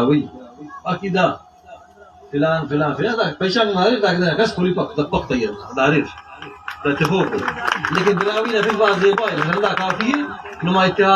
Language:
Brahui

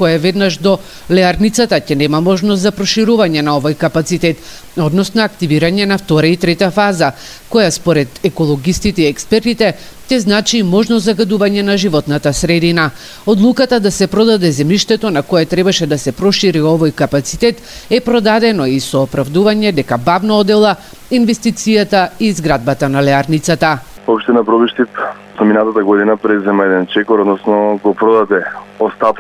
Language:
Macedonian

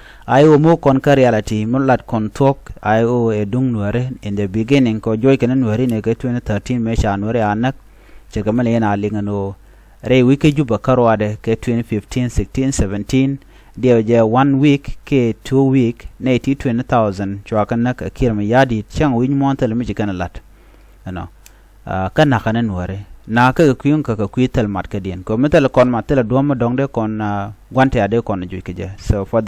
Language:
Nuer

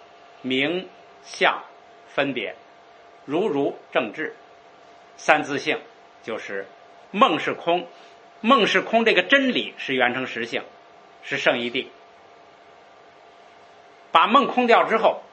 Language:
Chinese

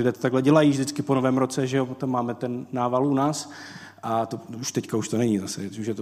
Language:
Czech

